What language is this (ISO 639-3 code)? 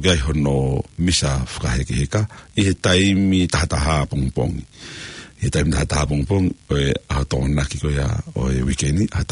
ton